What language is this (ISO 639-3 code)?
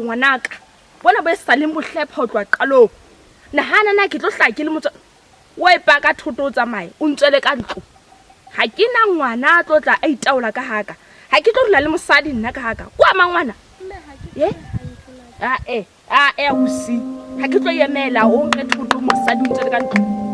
sot